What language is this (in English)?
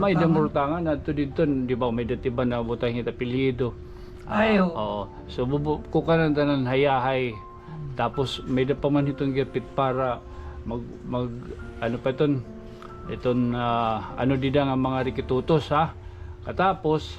Waray